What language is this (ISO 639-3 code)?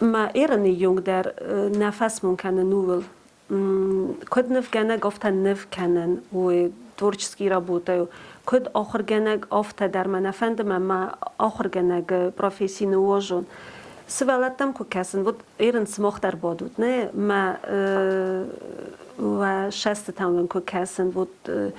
oss